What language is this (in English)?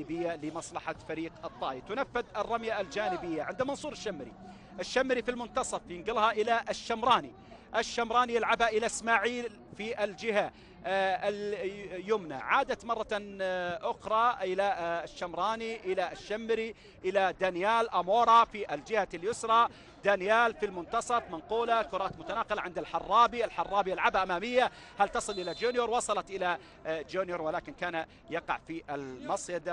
Arabic